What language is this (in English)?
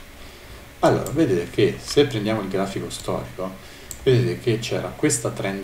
Italian